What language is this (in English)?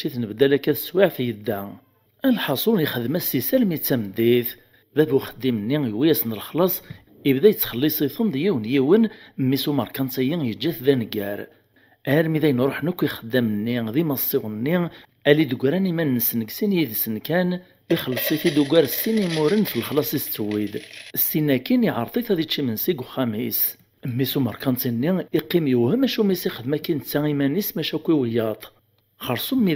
Kabyle